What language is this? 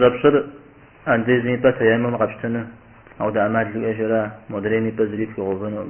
Kabardian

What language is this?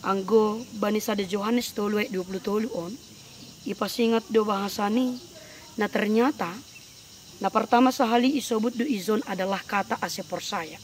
Batak Simalungun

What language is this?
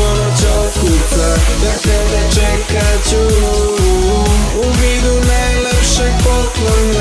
Serbian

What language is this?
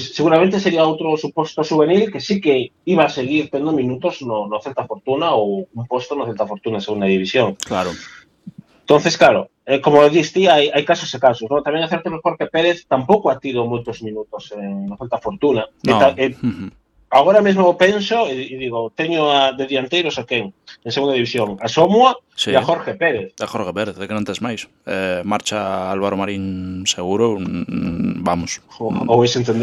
Galician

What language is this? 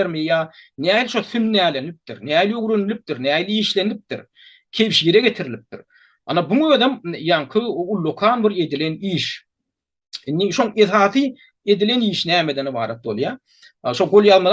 Turkmen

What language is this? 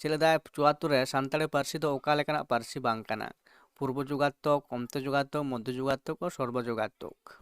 Santali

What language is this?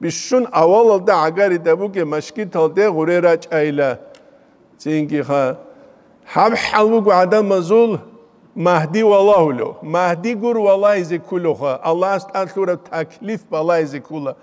Avaric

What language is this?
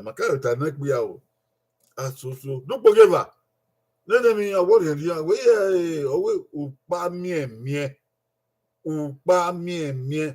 Bini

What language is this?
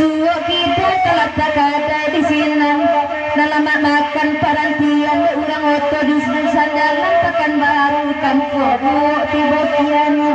Minangkabau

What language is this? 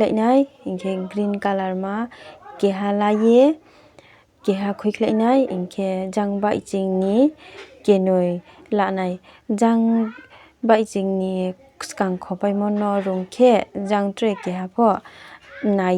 Riang (India)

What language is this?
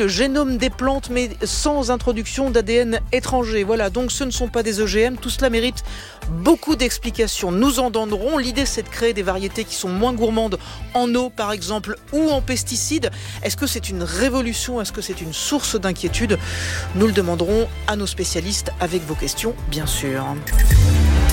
French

